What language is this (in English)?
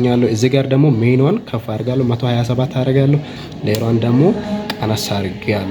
Amharic